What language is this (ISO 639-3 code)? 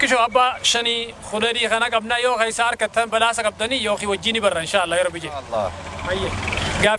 orm